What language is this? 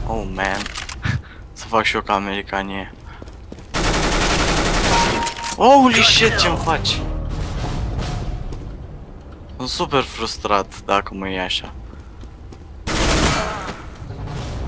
Romanian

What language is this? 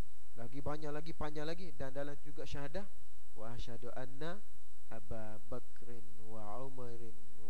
Malay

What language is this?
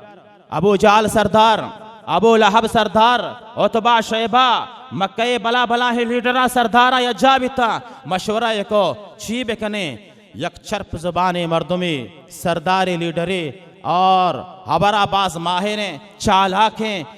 Baluchi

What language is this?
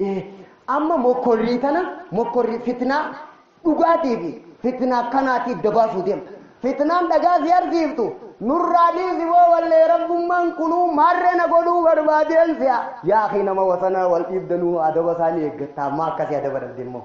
Oromo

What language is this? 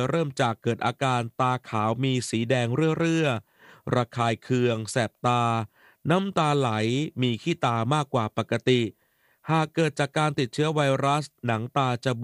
Thai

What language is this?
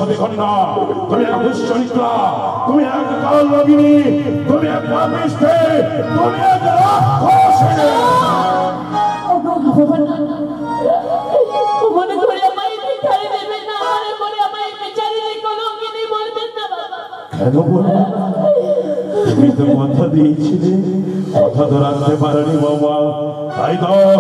Bangla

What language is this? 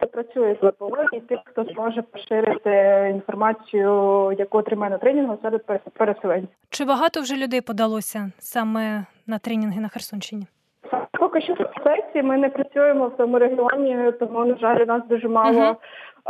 Ukrainian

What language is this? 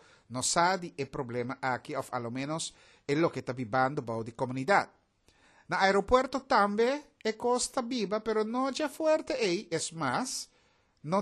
Papiamento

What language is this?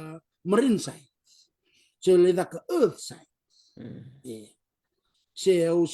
Fijian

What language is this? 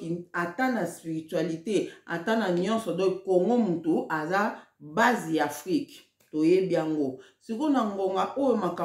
Lingala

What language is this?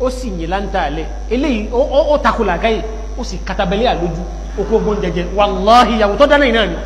Yoruba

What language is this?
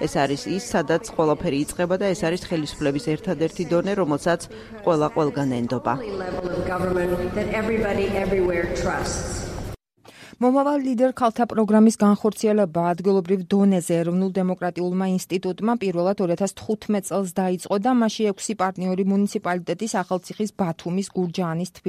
Georgian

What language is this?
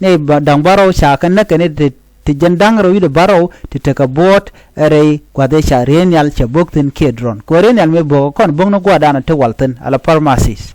Nuer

